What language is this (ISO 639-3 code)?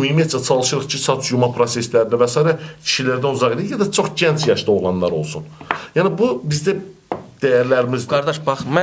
aze